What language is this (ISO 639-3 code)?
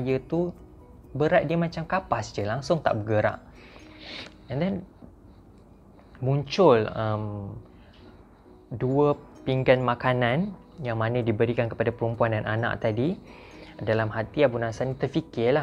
msa